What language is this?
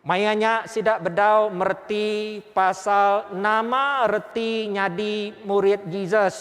Iban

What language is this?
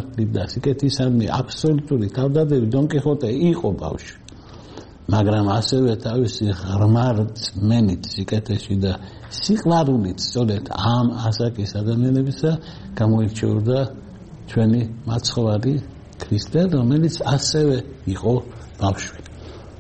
Georgian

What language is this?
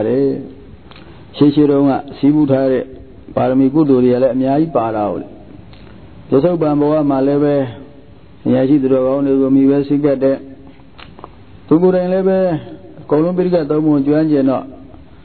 Burmese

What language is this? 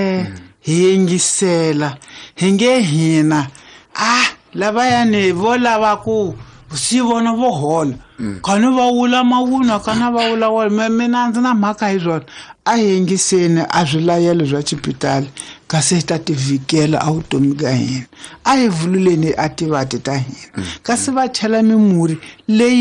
Tsonga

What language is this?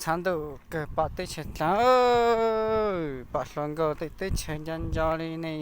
Hmong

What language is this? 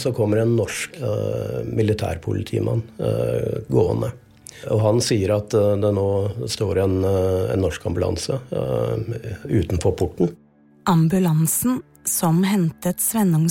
Norwegian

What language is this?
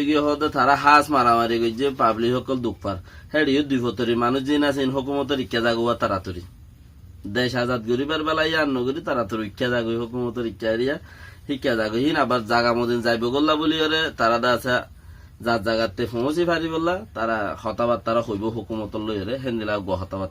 Rohingya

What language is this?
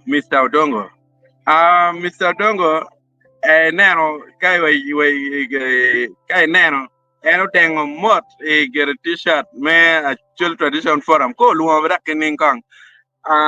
Acoli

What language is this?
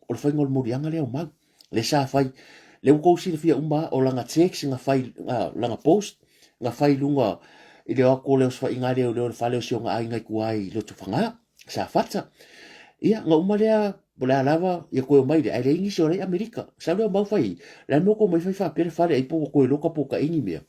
Samoan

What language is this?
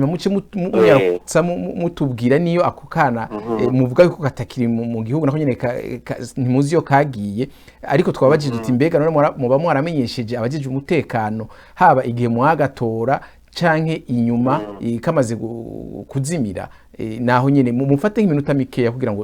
Rundi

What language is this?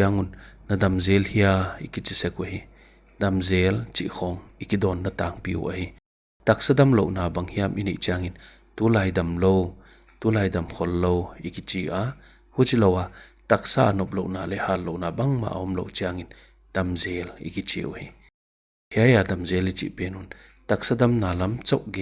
Paite Chin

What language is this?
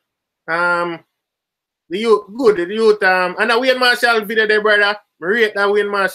Jamaican Creole English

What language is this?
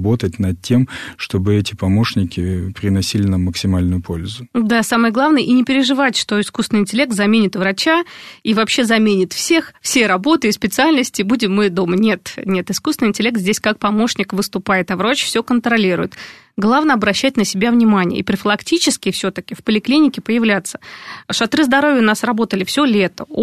Russian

